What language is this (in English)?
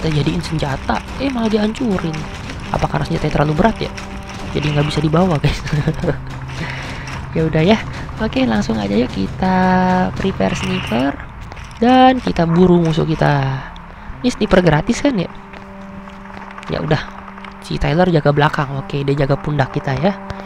Indonesian